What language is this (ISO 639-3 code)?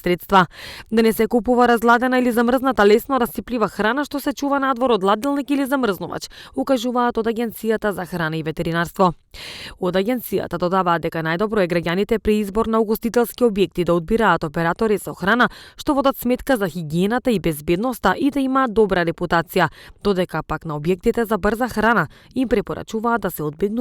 mkd